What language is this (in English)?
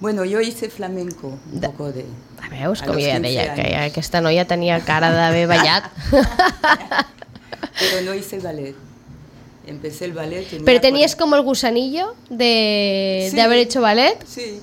Catalan